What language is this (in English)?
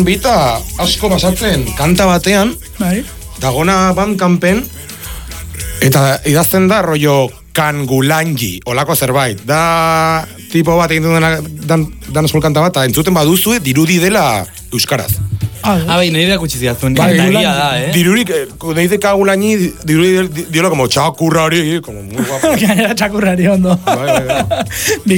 Basque